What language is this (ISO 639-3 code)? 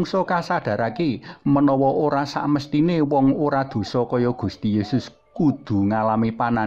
jav